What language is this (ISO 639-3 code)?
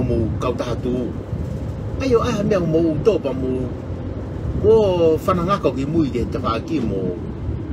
ton